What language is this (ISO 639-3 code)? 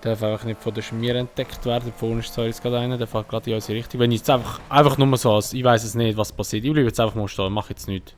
gsw